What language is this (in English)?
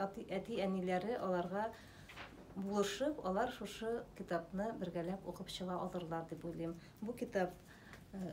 Tatar